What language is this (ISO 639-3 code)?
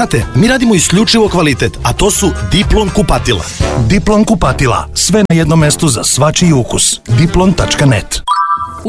srp